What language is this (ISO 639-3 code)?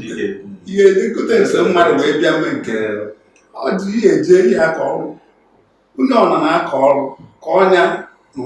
ibo